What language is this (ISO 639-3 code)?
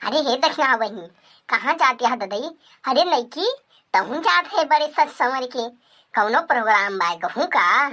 awa